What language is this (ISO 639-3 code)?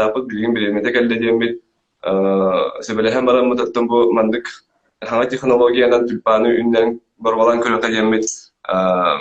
sah